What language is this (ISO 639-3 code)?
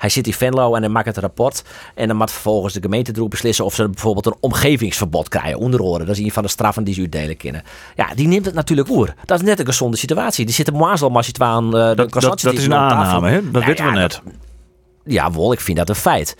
fry